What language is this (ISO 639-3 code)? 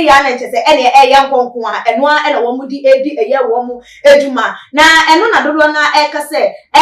aka